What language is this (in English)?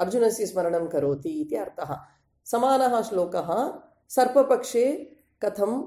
Sanskrit